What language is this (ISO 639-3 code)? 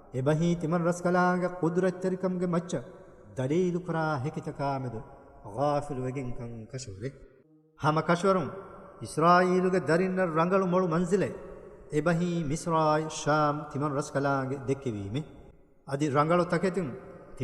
div